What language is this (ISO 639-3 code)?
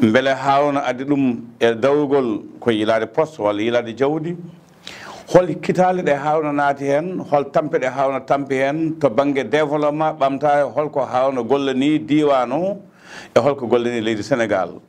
ful